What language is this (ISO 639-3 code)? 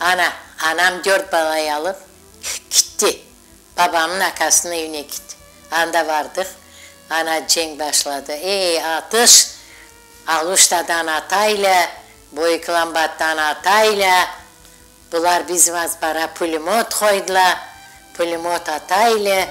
crh